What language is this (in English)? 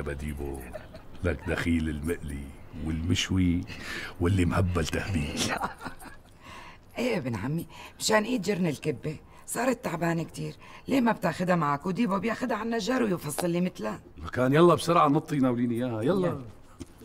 North Levantine Arabic